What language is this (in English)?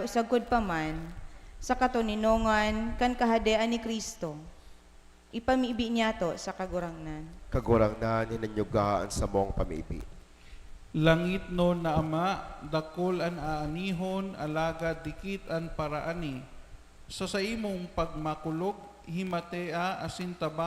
Bikol